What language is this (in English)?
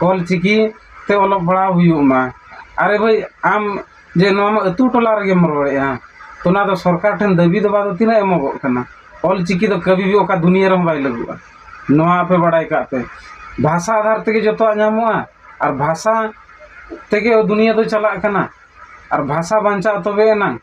Santali